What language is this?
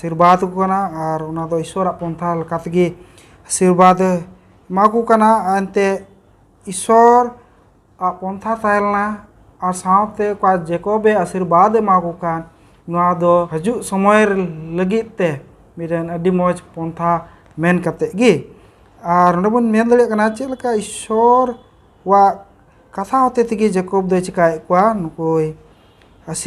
Santali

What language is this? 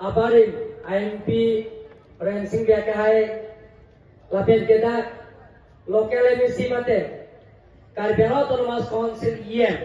Karbi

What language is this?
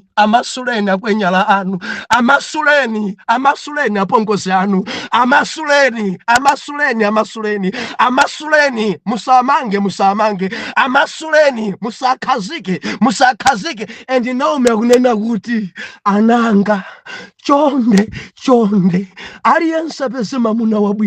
Nyanja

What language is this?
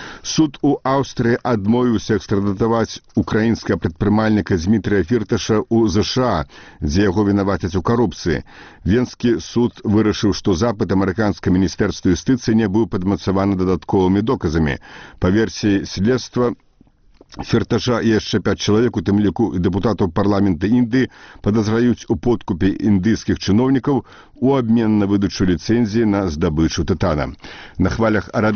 Belarusian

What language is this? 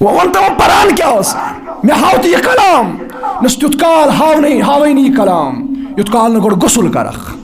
Kashmiri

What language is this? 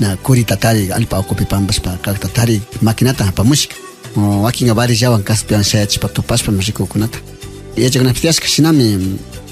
Imbabura Highland Quichua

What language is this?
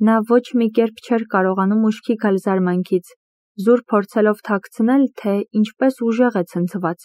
Armenian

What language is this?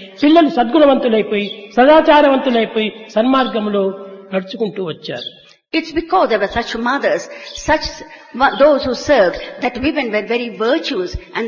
Telugu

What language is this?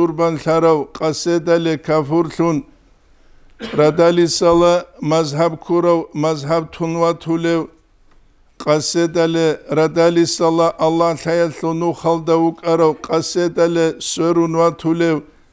Avaric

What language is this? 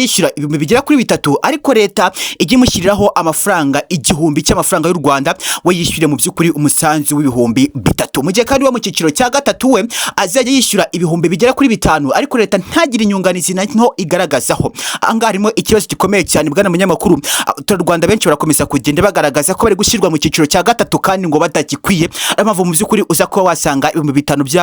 Kinyarwanda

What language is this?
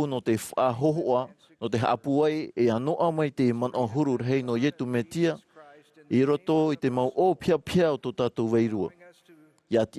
Tahitian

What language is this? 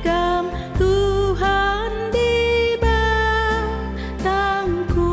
Batak Karo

